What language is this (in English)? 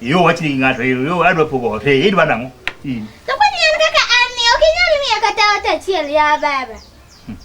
Luo (Kenya and Tanzania)